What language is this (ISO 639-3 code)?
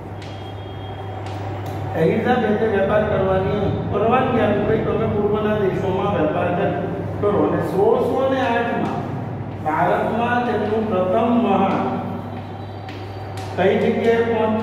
guj